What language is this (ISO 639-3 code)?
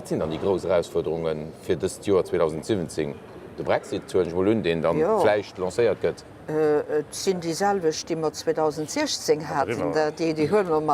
ltz